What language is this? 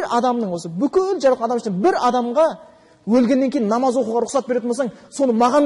Kazakh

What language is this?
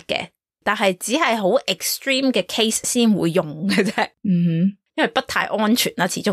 Cantonese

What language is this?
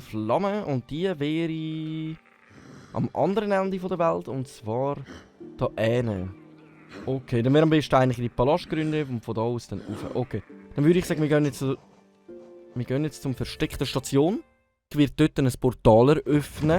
Swiss German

